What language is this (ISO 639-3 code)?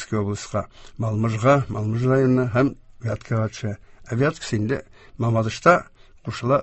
tat